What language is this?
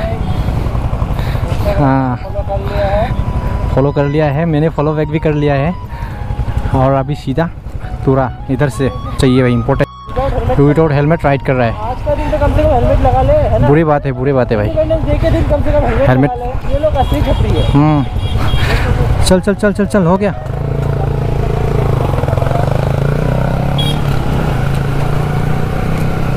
Hindi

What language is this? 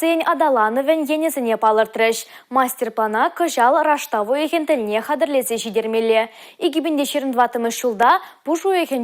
Chuvash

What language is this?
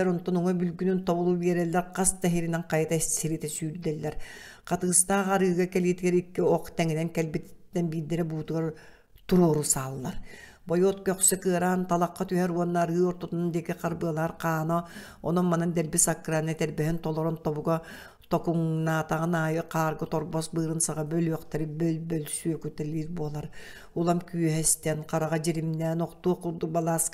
Yakut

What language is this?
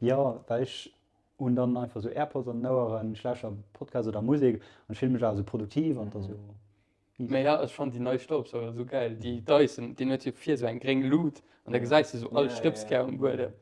Luxembourgish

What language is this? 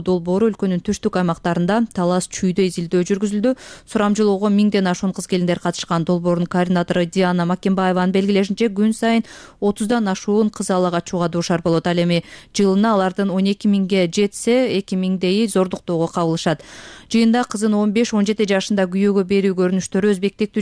Kyrgyz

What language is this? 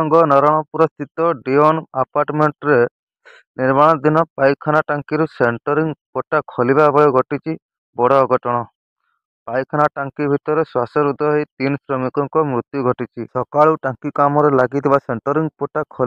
Odia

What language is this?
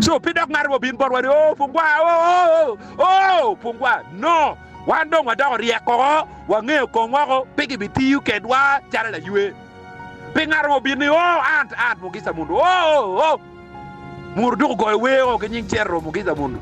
Acoli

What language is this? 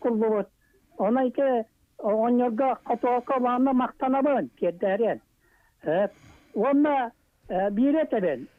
Yakut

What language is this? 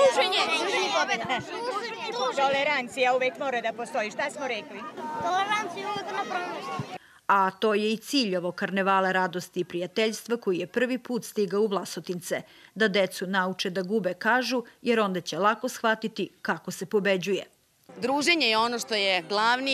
Serbian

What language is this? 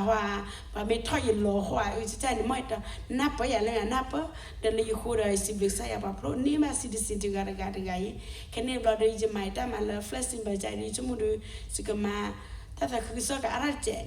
S'gaw Karen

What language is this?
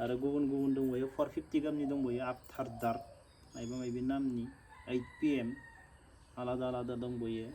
Bodo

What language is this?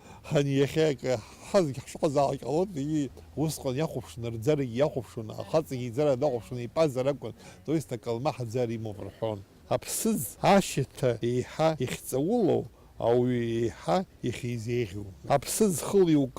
Abkhazian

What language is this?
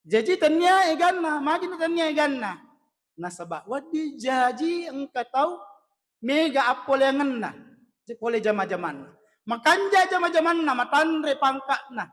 Buginese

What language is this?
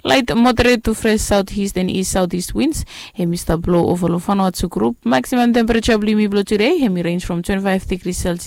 Bislama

